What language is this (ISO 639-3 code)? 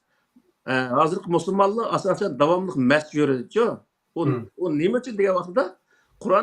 uig